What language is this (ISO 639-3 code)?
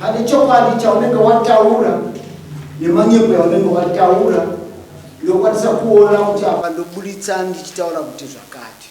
sna